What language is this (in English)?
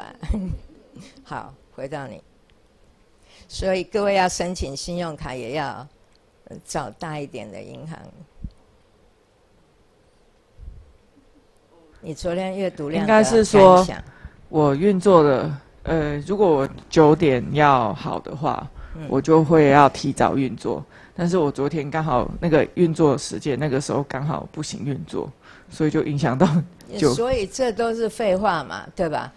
Chinese